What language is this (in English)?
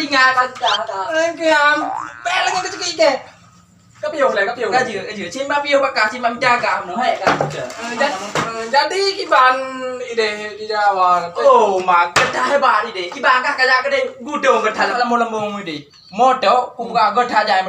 Achinese